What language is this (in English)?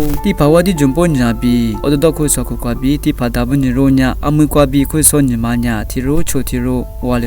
Lisu